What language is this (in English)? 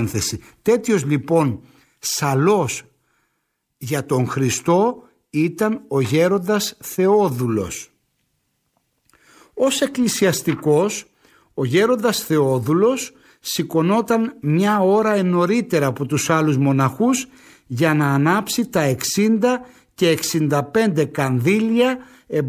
Greek